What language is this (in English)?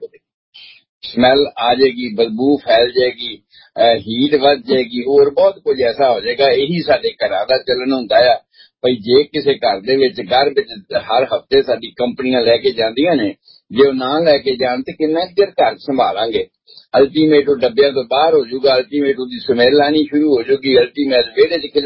Punjabi